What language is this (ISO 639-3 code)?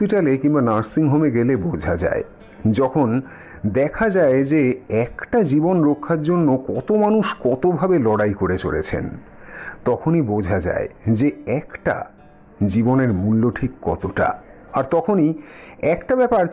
ben